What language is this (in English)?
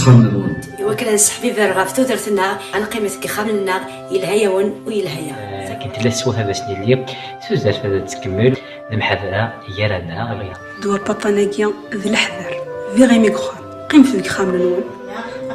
Kabyle